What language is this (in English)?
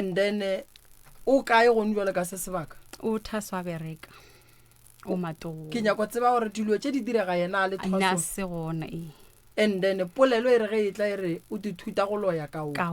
Northern Sotho